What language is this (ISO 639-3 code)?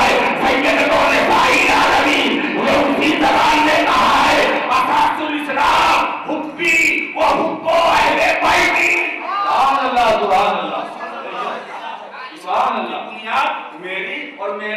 urd